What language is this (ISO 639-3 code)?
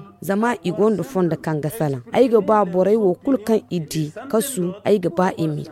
dje